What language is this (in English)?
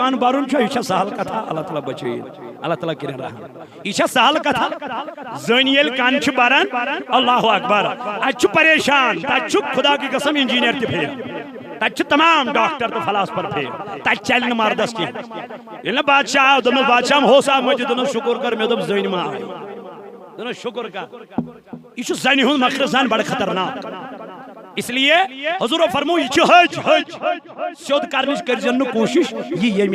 Kashmiri